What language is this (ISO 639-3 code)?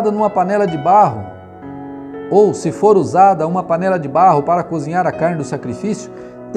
por